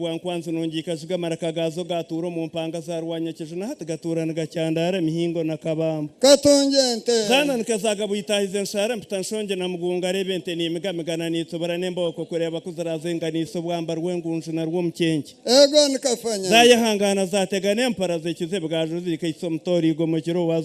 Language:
Nyankole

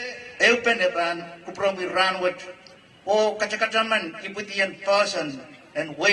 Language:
Pohnpeian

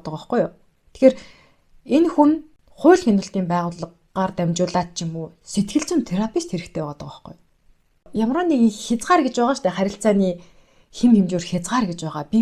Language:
Mongolian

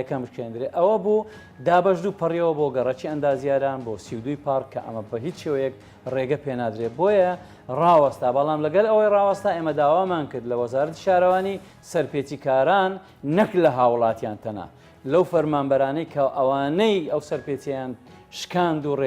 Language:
Central Kurdish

